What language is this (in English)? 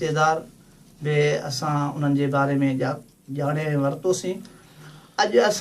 Sindhi